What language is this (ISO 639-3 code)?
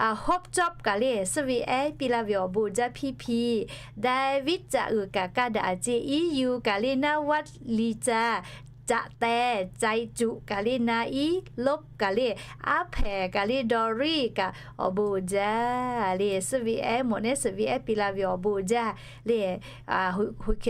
lhu